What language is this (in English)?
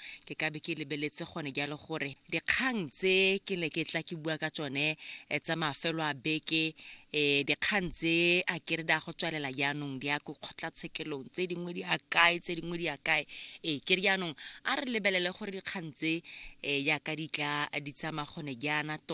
Tswana